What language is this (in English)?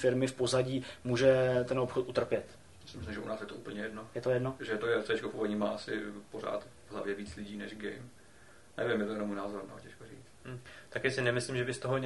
Czech